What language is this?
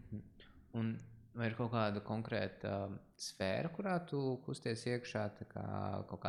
Latvian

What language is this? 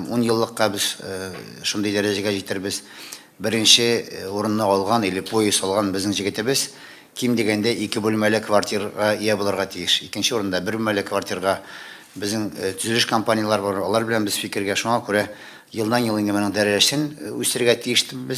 Tatar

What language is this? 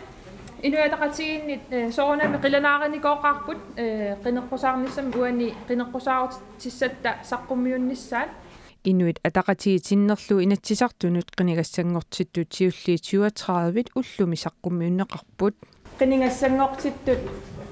Kalaallisut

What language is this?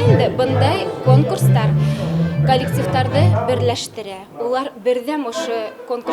Bashkir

